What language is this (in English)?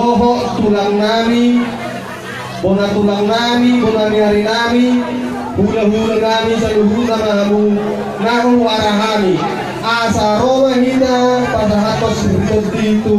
Batak Toba